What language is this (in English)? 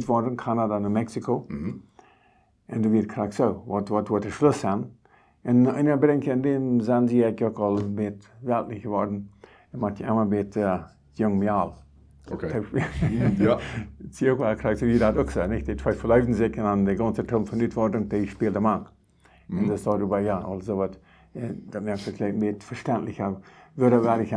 Plautdietsch